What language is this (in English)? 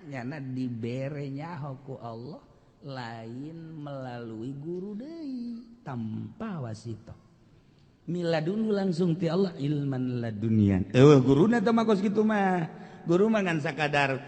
Sundanese